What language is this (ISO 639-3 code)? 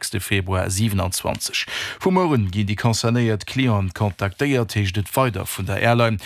ltz